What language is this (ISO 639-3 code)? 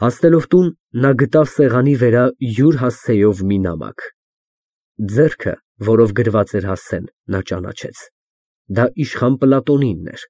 hye